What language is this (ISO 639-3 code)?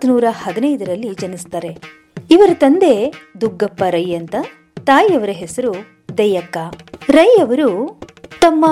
kan